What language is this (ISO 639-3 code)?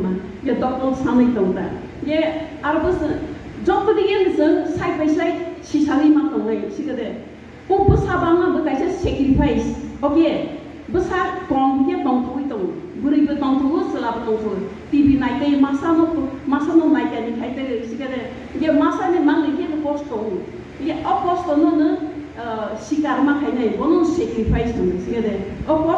ria